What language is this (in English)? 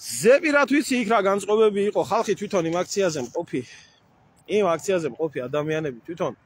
Georgian